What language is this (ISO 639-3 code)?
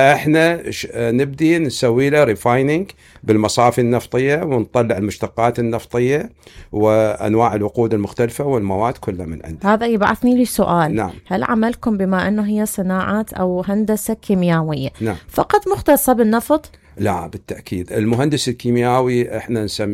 acm